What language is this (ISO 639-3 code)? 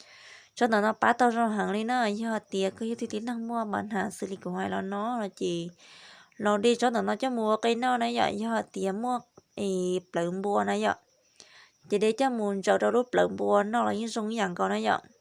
hmn